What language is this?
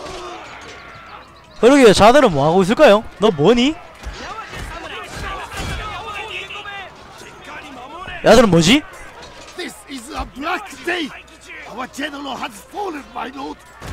Korean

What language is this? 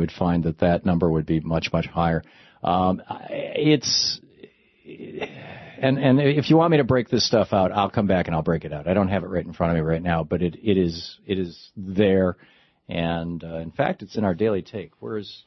English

